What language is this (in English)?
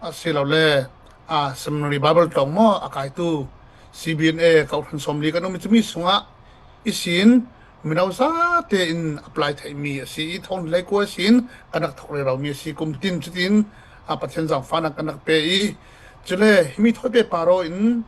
Falam Chin